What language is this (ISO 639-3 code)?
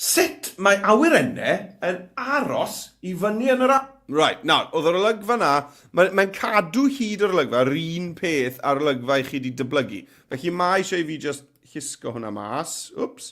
cym